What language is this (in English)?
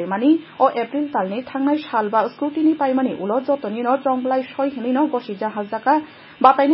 Kok Borok